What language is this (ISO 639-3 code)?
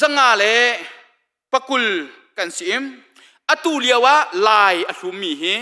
cnh